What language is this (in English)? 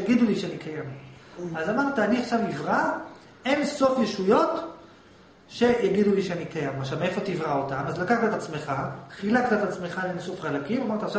Hebrew